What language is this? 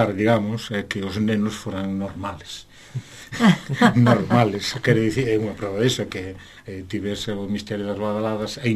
Galician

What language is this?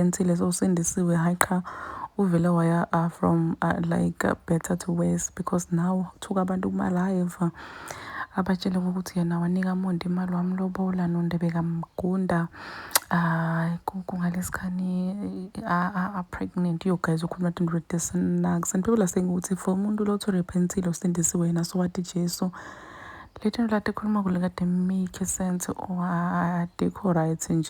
Zulu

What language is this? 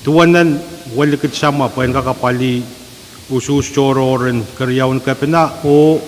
Pohnpeian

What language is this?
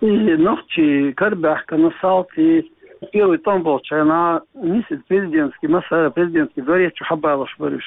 Chechen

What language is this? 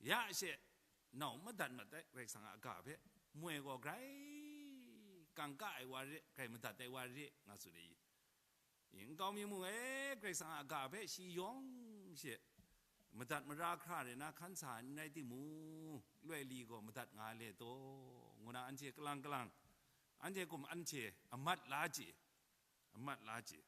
Kachin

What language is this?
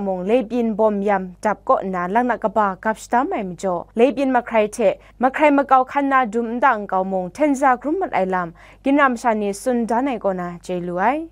Kachin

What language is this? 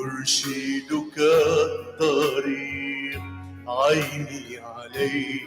Mesopotamian Arabic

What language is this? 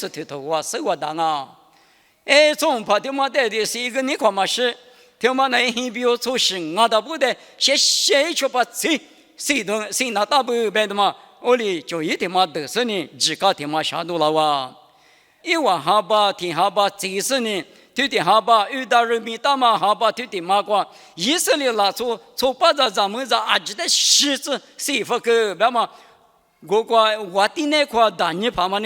Lisu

